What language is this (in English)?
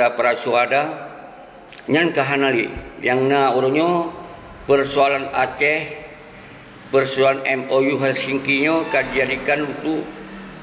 Achinese